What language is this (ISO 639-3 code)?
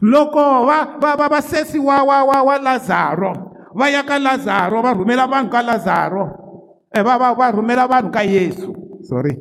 tso